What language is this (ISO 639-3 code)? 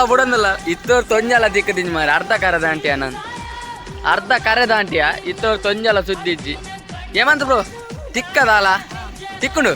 tcy